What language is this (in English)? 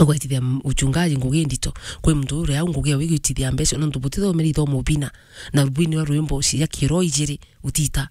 Meru